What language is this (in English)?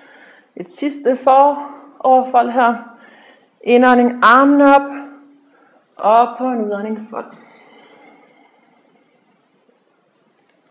Danish